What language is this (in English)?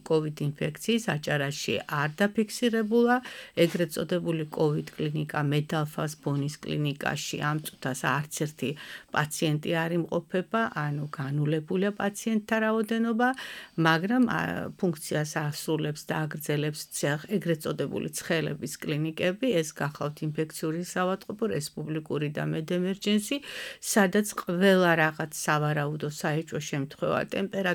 Georgian